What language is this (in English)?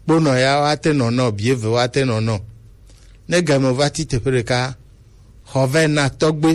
Gen